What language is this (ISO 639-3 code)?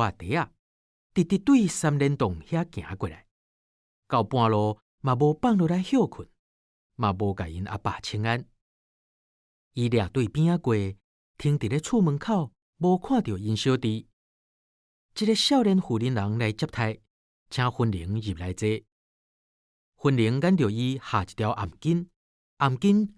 nan